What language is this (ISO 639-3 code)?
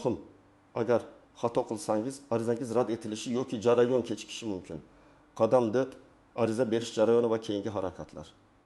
uzb